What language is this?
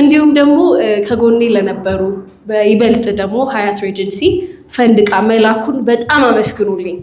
Amharic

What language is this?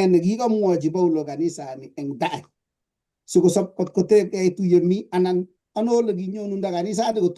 Kalenjin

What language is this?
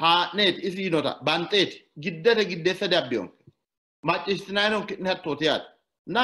Sidamo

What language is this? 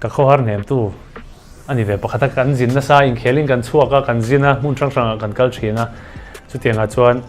Mizo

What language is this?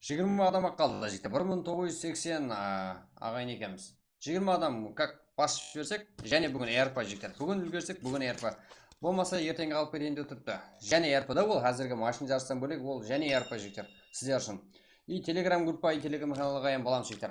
Kara-Kalpak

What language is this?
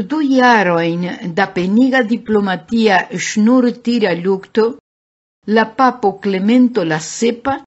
Esperanto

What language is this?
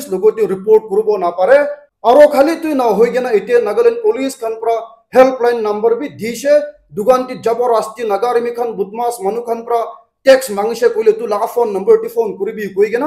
Naga Pidgin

